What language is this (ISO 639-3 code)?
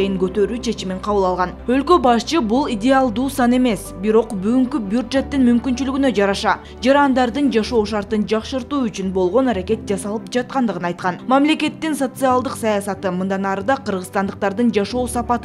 kir